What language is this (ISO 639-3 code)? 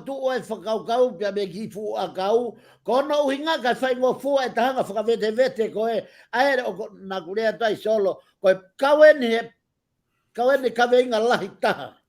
ton